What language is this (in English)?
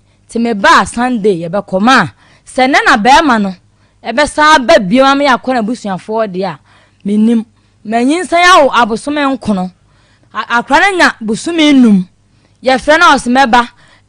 Akan